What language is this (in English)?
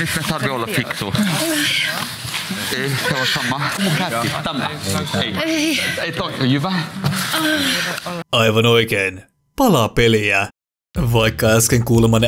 Finnish